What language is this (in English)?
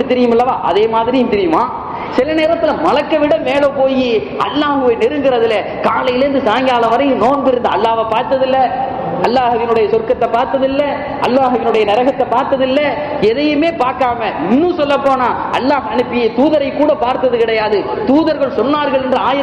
Tamil